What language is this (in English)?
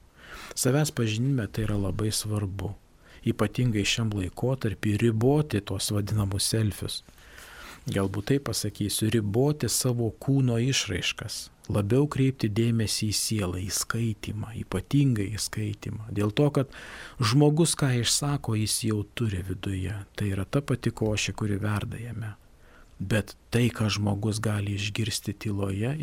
Lithuanian